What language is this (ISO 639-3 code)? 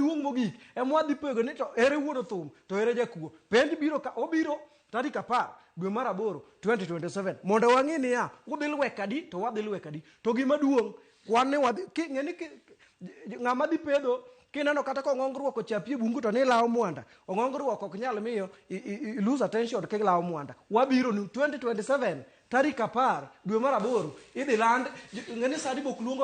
luo